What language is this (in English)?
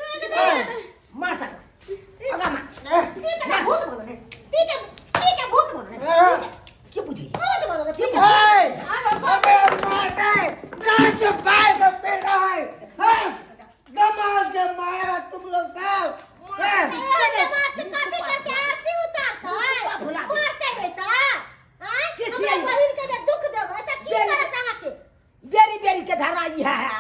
Maithili